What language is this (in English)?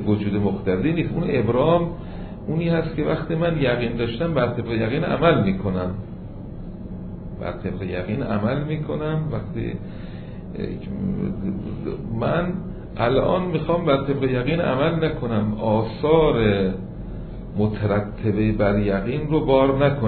Persian